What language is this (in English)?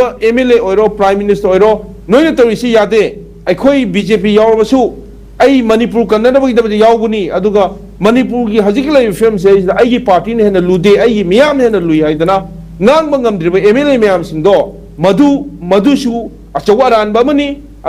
Manipuri